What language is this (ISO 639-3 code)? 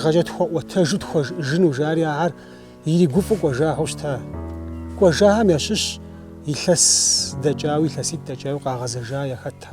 kbd